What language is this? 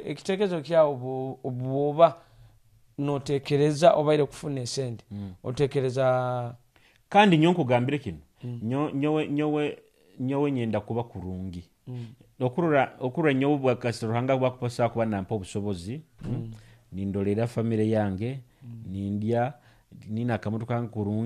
Nyoro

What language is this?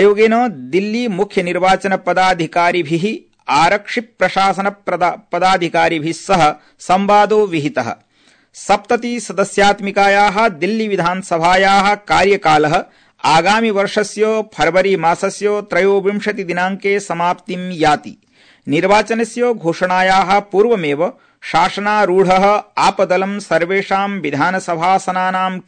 Sanskrit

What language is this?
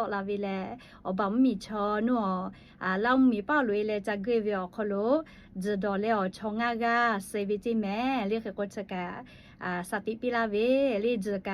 Lahu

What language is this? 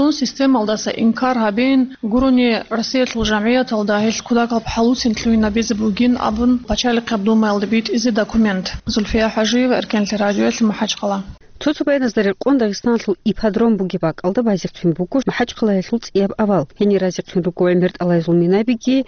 Avaric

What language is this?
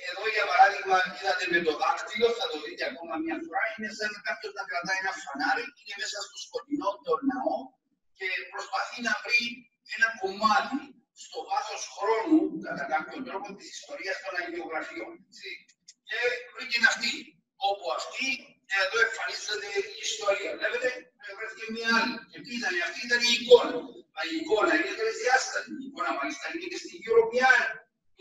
Greek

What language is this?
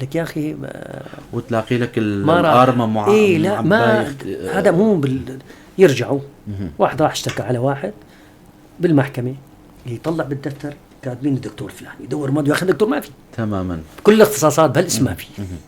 North Levantine Arabic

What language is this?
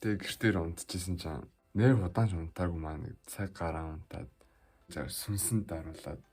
Mongolian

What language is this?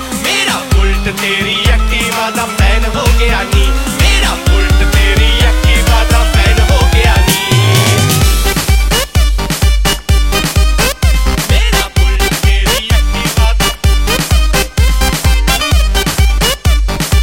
Punjabi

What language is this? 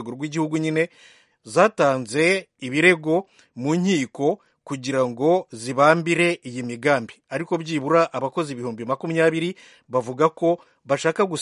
Kinyarwanda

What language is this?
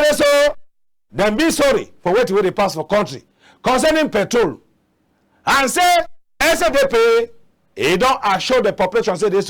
Cameroon Pidgin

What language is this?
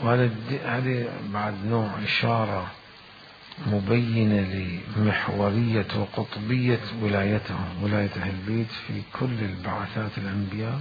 Mesopotamian Arabic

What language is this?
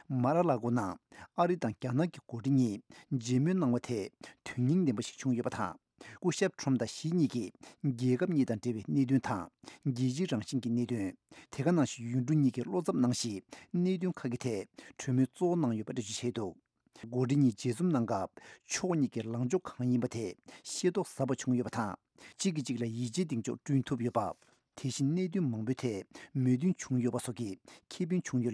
Tibetan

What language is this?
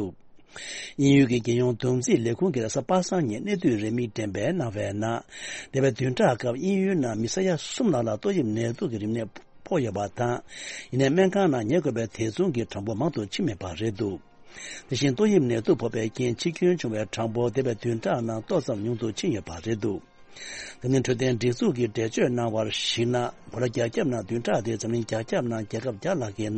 Tibetan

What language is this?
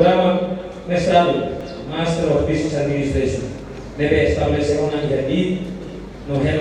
Tetum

